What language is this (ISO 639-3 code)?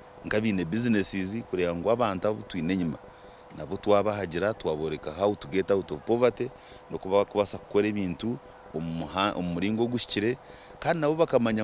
nyn